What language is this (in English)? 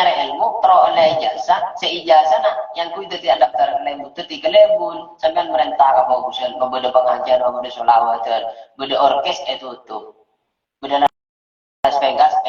Madurese